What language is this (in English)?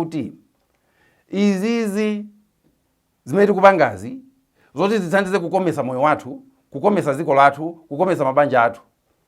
Nyanja